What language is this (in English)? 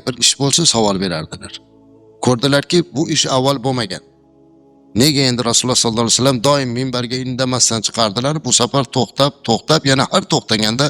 Uzbek